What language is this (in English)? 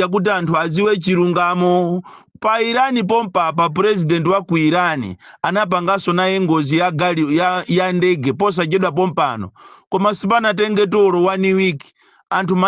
Nyanja